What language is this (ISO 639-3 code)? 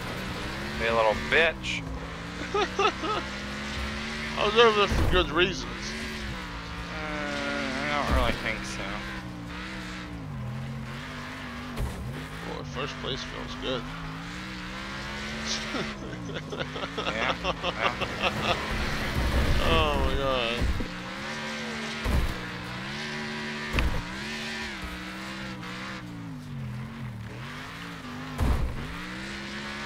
eng